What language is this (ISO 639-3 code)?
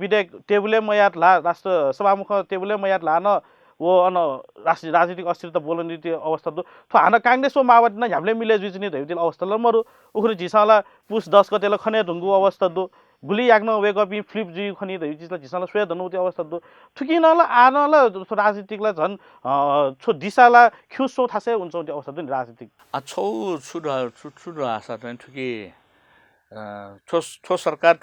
new